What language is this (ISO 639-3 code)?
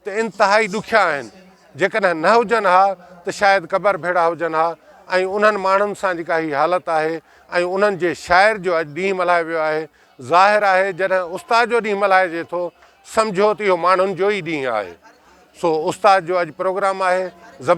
snd